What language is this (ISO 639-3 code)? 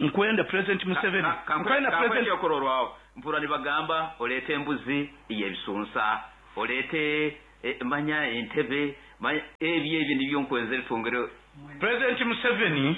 nyo